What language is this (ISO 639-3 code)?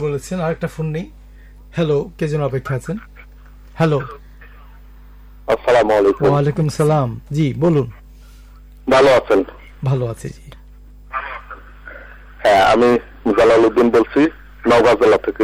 ben